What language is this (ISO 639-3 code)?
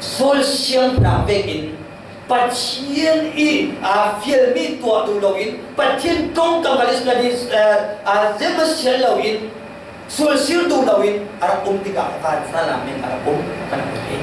cfm